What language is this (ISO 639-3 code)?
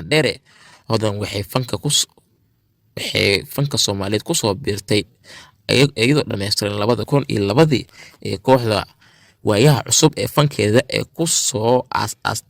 som